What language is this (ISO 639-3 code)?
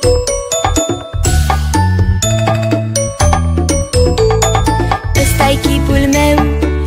ron